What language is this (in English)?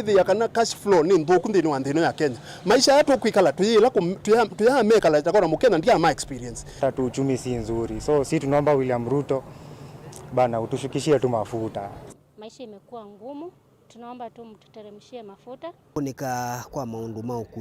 Kamba